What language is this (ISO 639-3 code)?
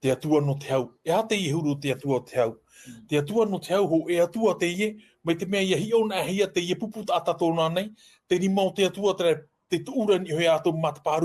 tah